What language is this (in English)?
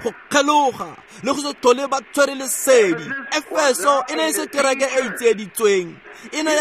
Tswana